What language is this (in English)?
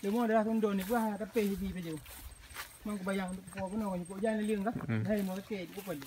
Achinese